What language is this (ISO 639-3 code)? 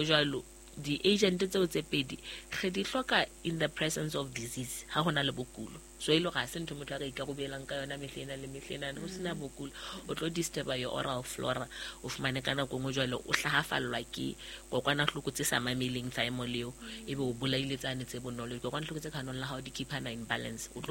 sot